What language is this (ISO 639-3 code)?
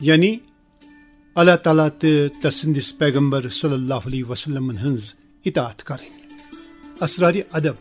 kas